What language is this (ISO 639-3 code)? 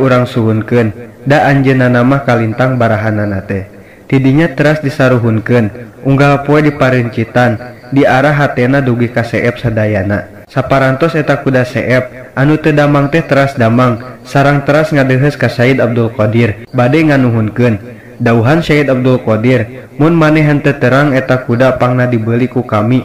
sun